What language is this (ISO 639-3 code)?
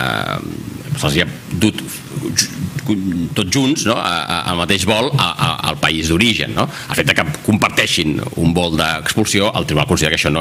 cat